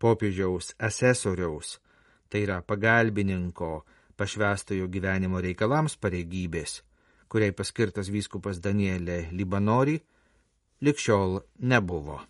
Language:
Lithuanian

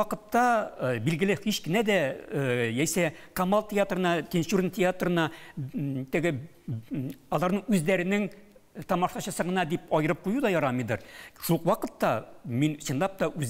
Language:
Tatar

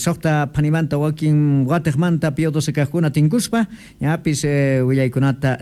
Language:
Quechua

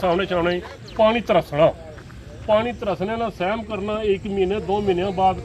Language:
Pahari-Potwari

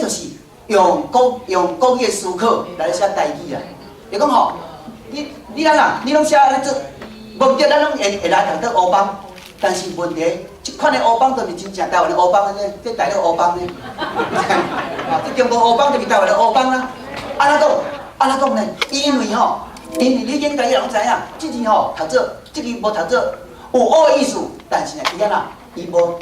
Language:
Min Nan Chinese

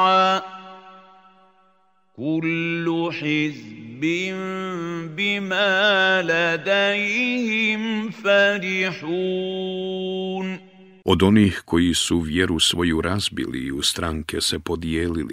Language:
Bosnian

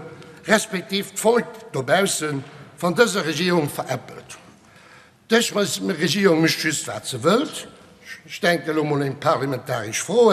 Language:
Luxembourgish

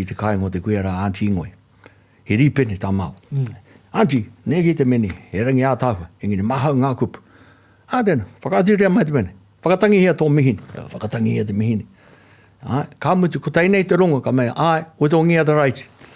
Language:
Māori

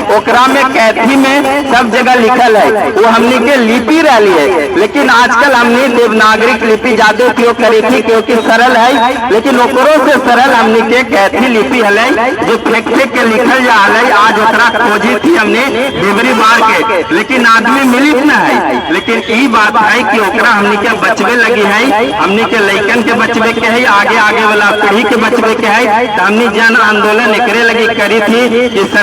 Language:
Magahi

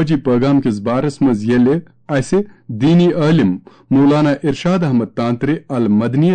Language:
Kashmiri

